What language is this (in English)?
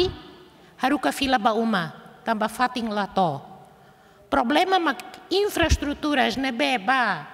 Tetum